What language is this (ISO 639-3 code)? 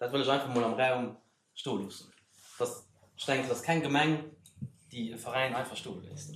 ltz